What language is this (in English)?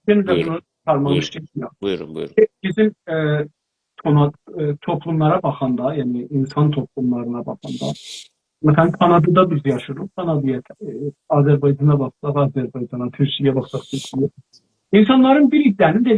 South Azerbaijani